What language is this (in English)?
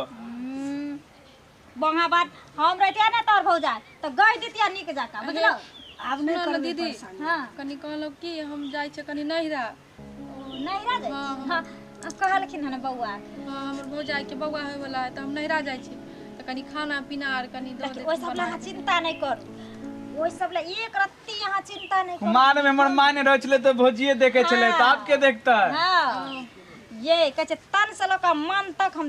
Maithili